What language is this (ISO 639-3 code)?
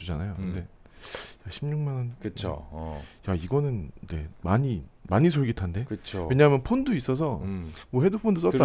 kor